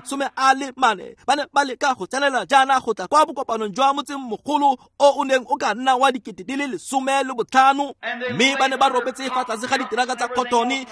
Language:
Tswana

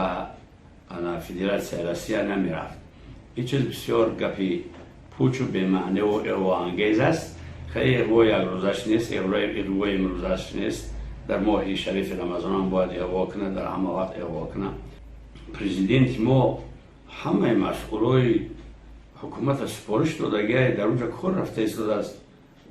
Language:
Tajik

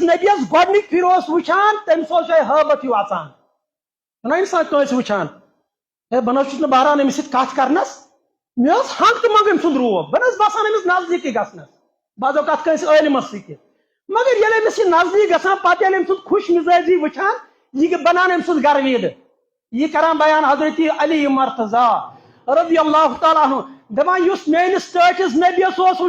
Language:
Kashmiri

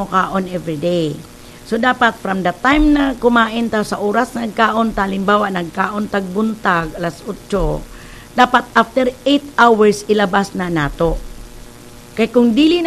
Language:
Cebuano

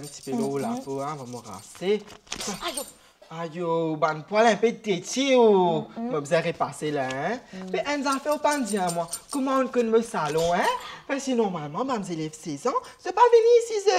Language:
Morisyen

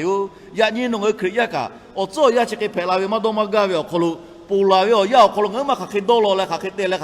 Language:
Lahu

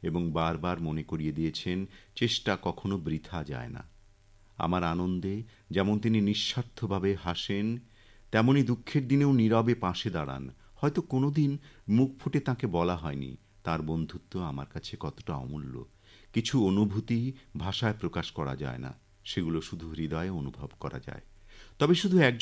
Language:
Bangla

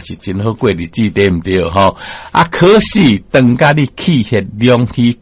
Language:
Min Nan Chinese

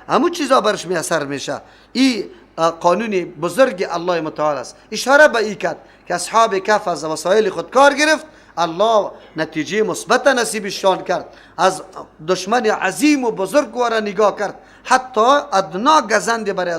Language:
Persian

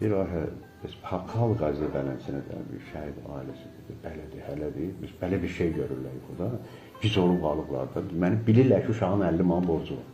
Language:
Azerbaijani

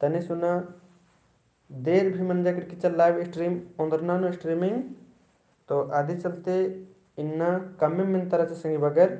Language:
Kurukh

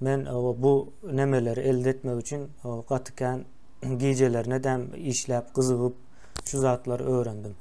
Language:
Turkmen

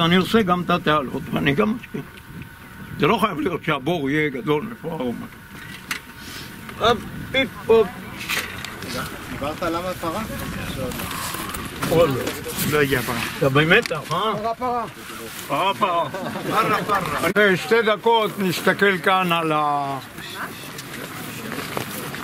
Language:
Hebrew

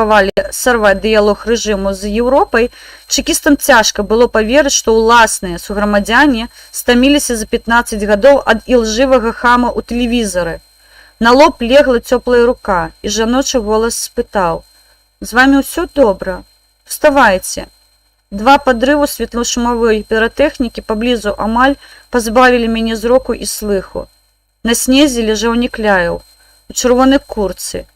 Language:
Belarusian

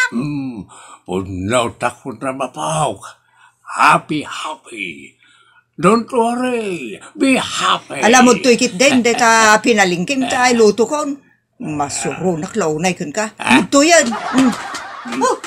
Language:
Iloko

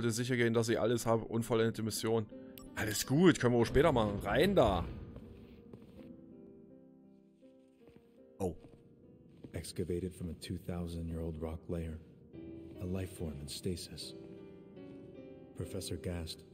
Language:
German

